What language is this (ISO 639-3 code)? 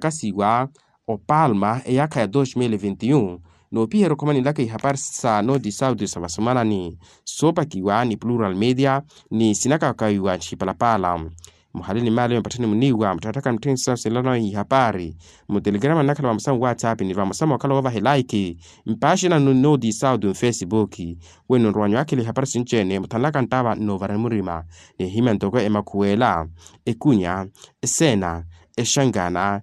vmw